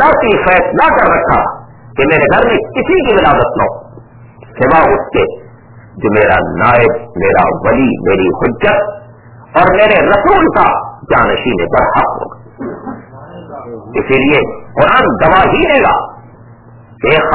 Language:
Urdu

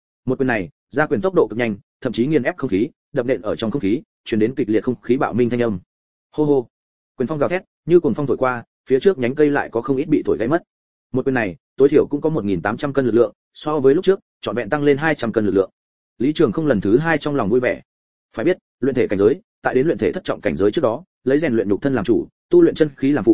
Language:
Vietnamese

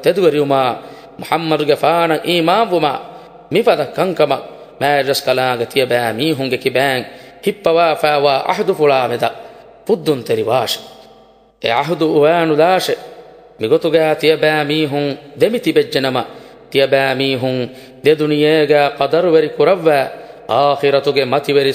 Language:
Divehi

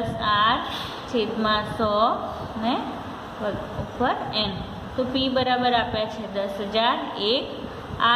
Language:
Gujarati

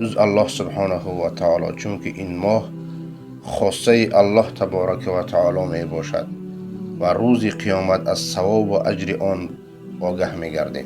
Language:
Persian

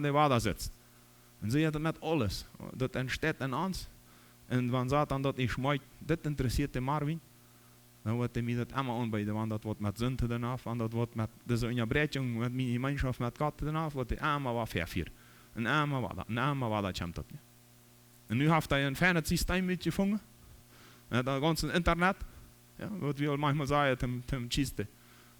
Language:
Plautdietsch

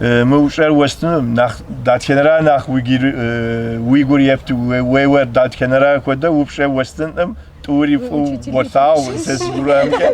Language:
Kabardian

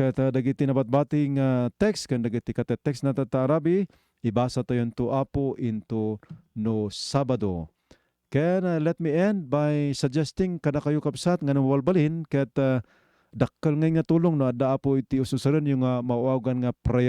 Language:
Iloko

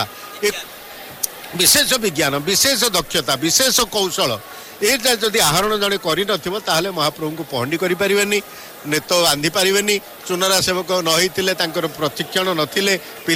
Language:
Odia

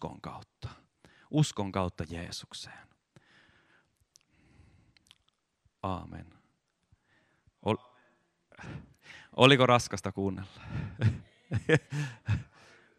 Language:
Finnish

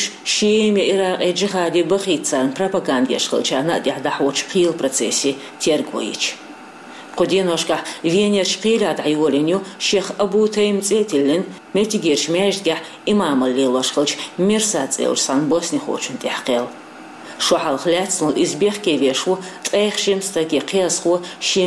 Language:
Chechen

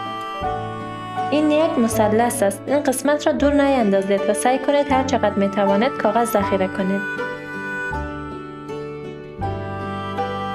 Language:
Persian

